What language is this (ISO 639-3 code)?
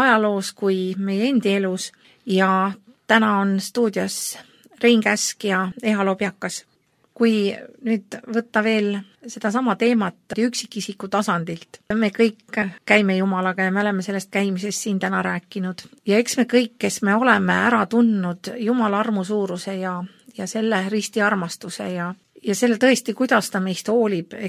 est